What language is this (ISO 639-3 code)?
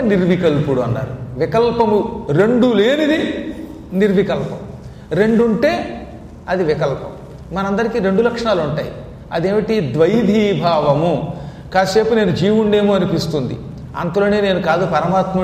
tel